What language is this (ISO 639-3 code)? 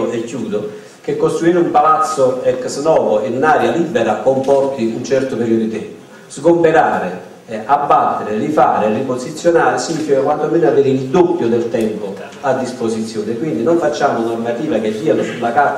ita